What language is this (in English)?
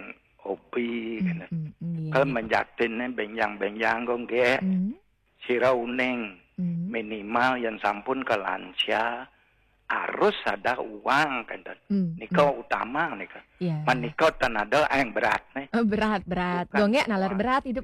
Balinese